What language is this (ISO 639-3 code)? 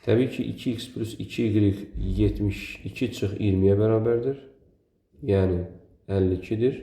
aze